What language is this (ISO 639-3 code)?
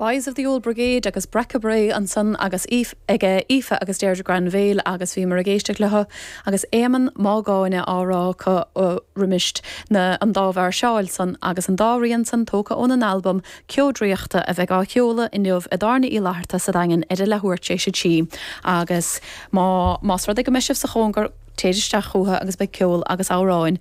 gle